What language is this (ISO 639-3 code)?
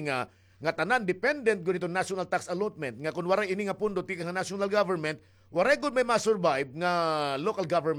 war